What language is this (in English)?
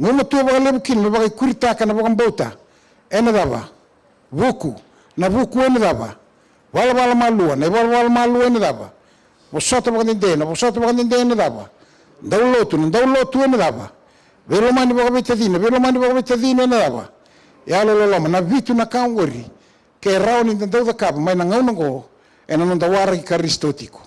Fijian